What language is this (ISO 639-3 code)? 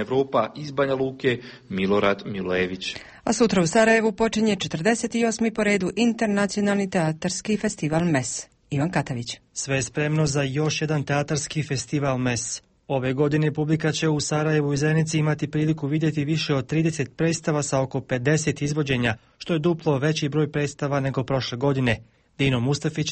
bos